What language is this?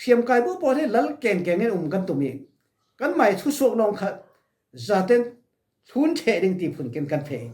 Falam Chin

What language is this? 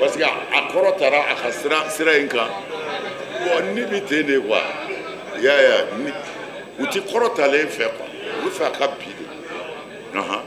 Bambara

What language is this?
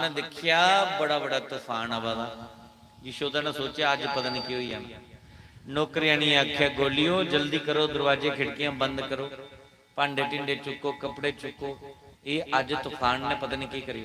Dogri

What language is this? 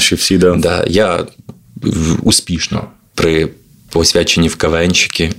Ukrainian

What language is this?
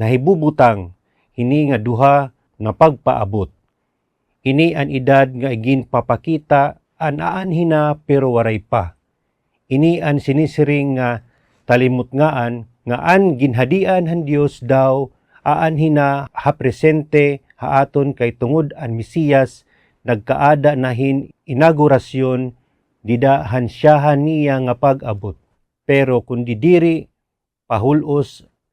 Waray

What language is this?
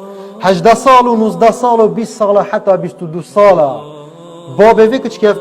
Kurdish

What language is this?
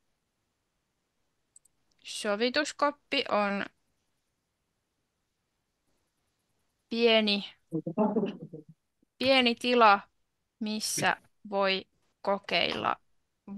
Finnish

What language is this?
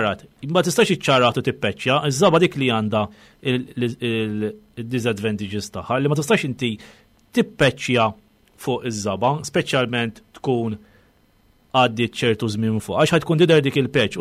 Maltese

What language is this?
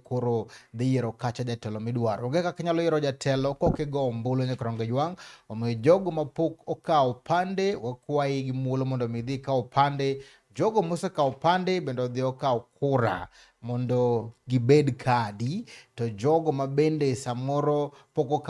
Luo (Kenya and Tanzania)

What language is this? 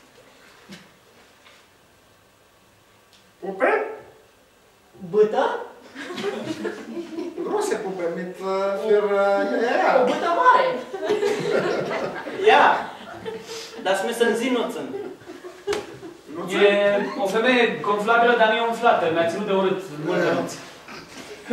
Romanian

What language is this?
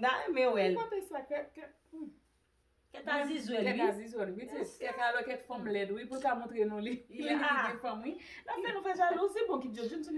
Haitian Creole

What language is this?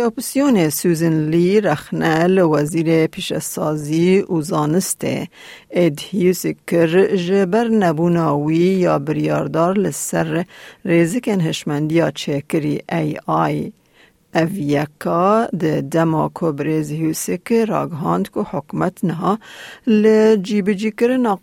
Kurdish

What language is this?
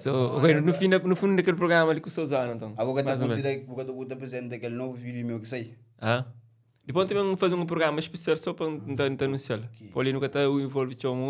Kabuverdianu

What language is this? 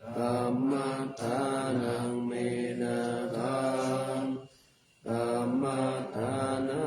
Pali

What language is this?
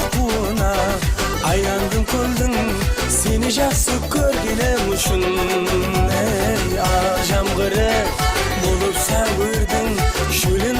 Kara-Kalpak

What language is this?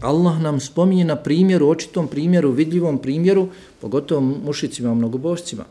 Bosnian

